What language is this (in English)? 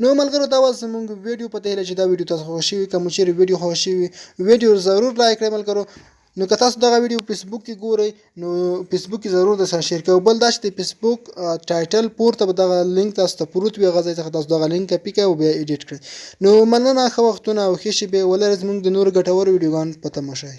Pashto